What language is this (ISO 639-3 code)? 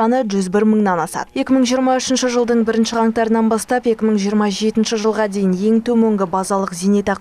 kaz